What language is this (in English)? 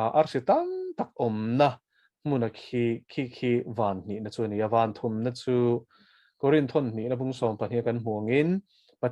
Mizo